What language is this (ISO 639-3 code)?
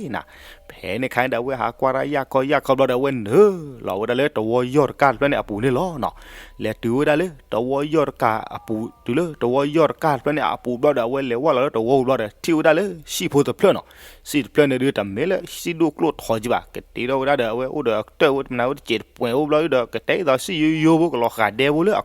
ksw